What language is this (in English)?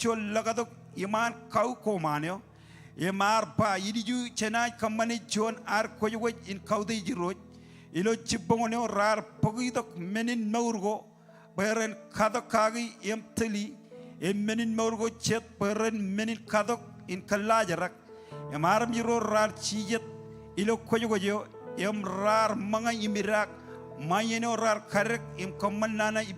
Marshallese